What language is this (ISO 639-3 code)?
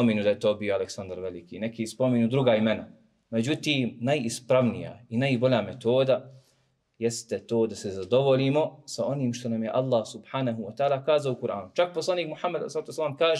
bos